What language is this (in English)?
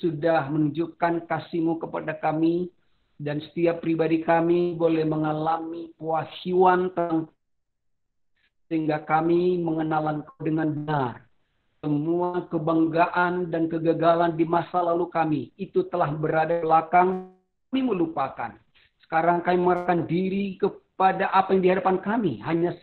Indonesian